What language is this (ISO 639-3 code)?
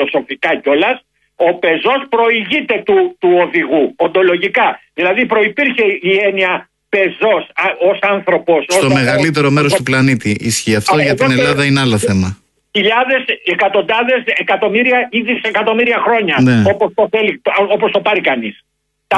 ell